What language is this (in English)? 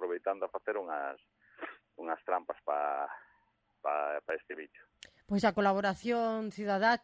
Galician